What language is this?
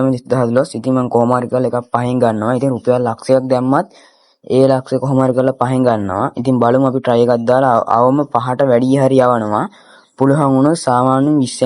Sinhala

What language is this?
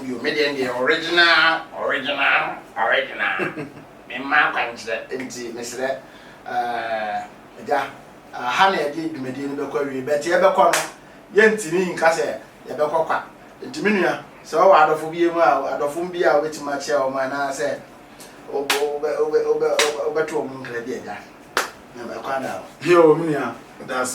Akan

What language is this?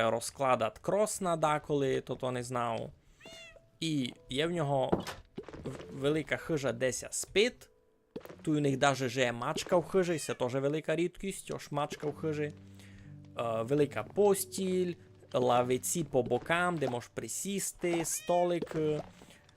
Rusyn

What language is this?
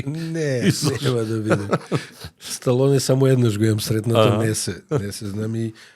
Macedonian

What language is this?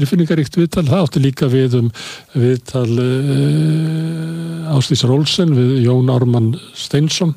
Icelandic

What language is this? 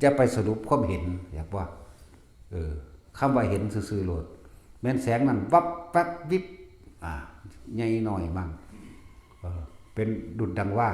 Northeastern Thai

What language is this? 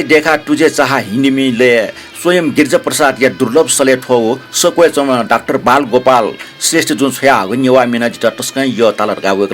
Newari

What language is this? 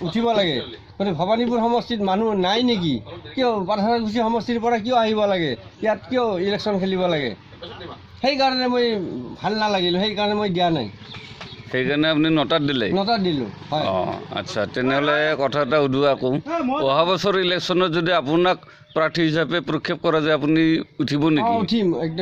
Assamese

